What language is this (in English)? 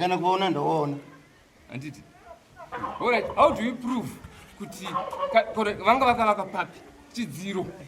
Shona